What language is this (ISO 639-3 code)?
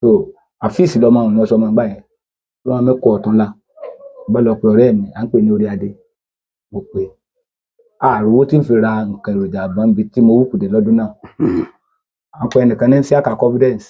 yor